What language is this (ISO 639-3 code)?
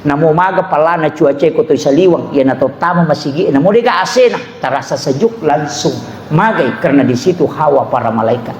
bug